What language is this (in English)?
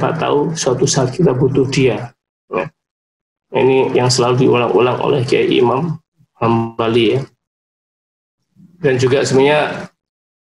Indonesian